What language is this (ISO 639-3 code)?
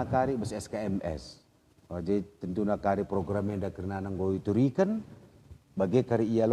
btx